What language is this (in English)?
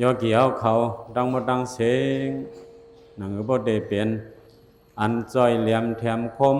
Shan